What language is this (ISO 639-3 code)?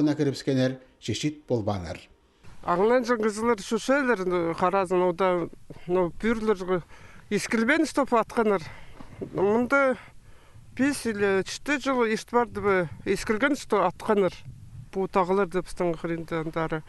kjh